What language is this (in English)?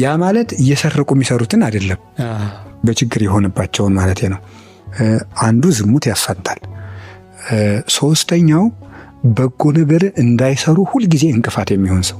Amharic